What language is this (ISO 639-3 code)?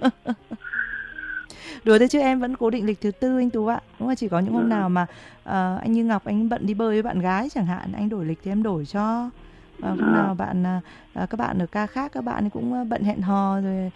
vie